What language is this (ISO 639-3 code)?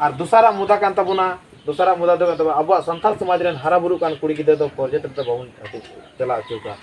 sat